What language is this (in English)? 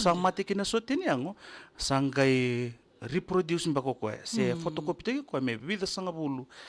Fijian